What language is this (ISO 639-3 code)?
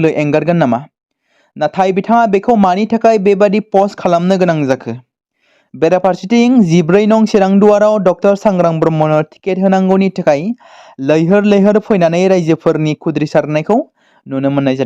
brx